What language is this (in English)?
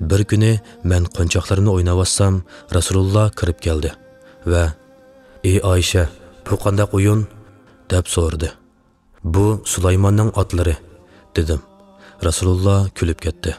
Uyghur